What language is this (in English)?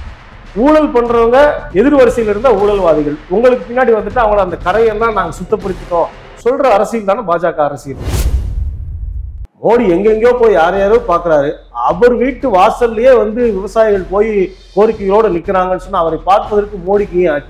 Tamil